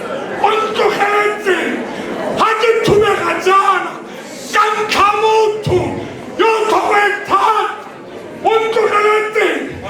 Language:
Tswana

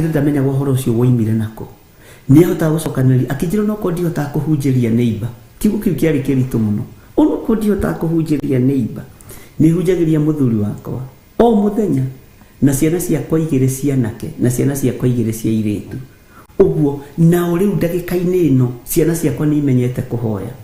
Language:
Kikuyu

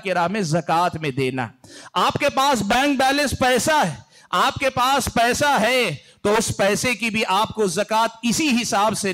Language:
Urdu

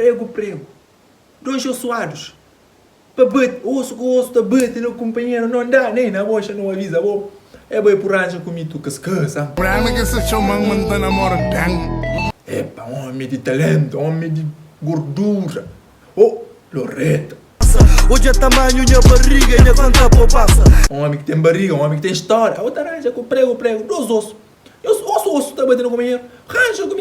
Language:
Kabuverdianu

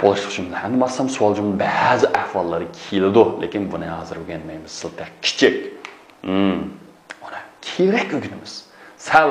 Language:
Uyghur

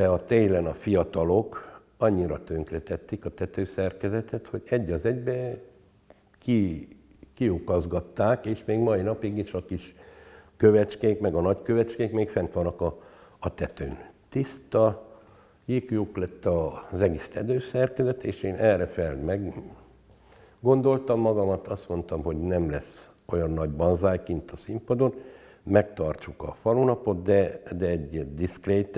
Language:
Hungarian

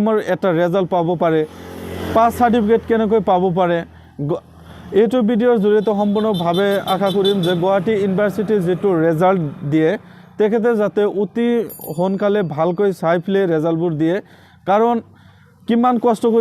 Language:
Assamese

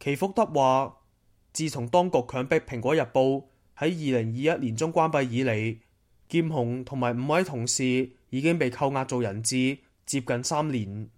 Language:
Cantonese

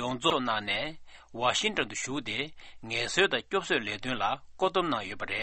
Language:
Tibetan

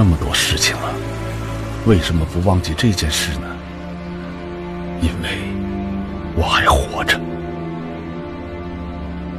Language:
Chinese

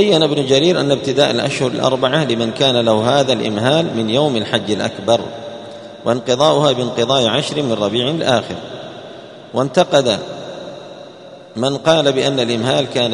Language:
Arabic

